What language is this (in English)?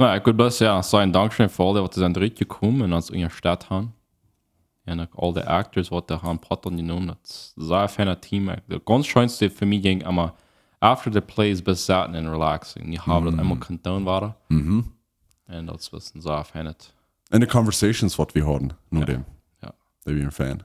Plautdietsch